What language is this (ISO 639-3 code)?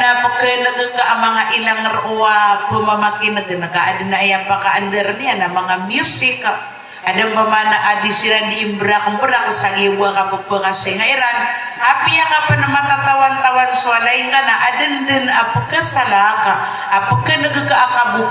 mrw